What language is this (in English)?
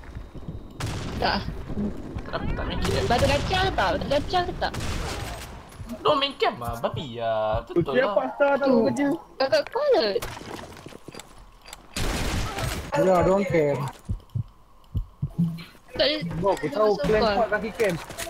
Malay